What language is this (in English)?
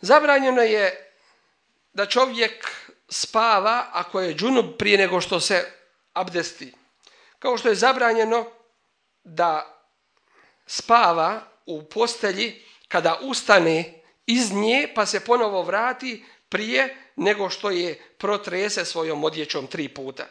Bosnian